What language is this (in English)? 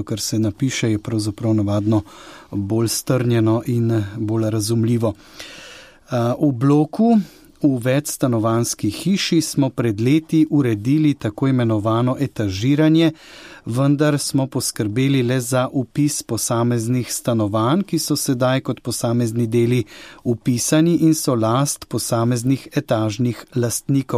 Slovenian